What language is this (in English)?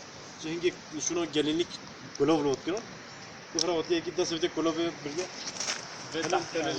Kurdish